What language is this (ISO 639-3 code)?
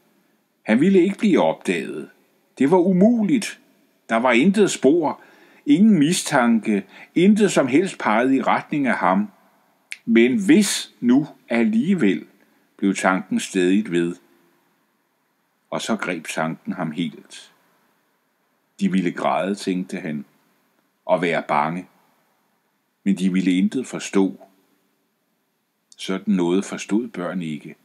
dan